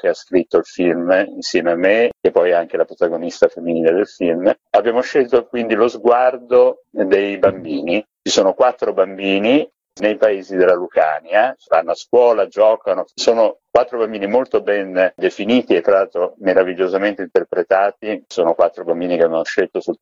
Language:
Italian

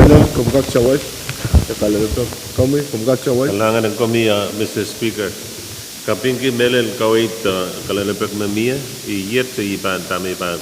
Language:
Pohnpeian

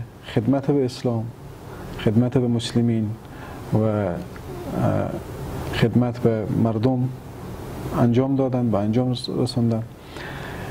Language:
Persian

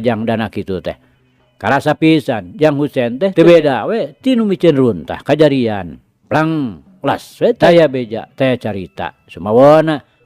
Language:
Sundanese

